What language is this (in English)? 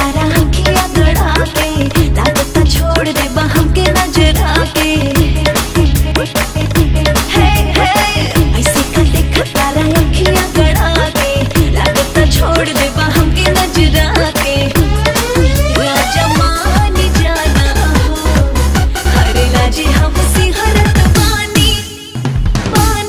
Bhojpuri